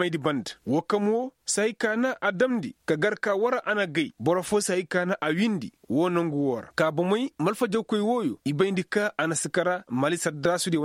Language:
Koyraboro Senni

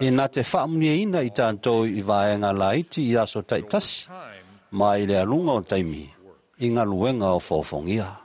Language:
Samoan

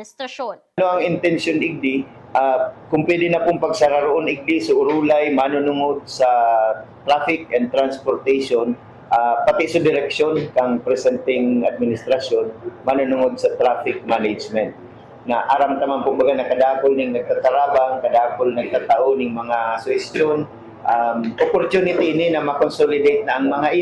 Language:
Bikol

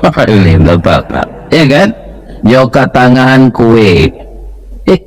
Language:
Minangkabau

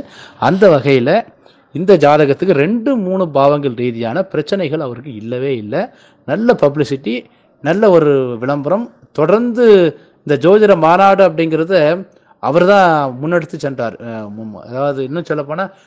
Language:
Tamil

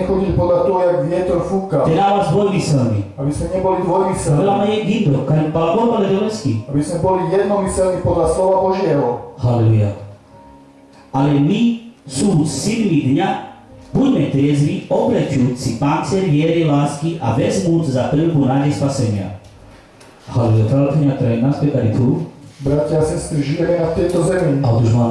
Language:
Slovak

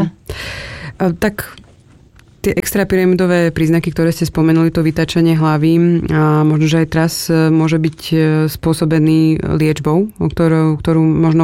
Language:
Slovak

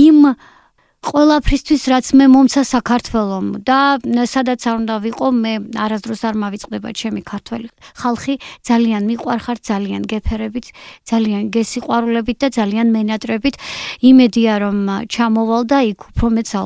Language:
Georgian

